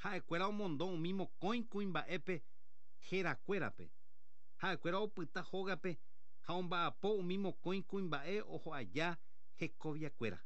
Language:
Guarani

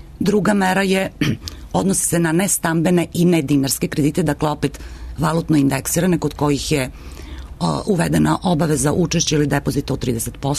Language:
Serbian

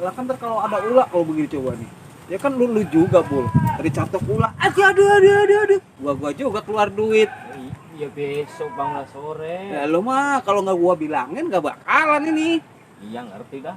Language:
Betawi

